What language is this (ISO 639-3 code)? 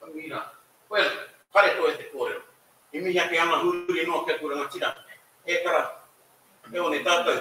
mri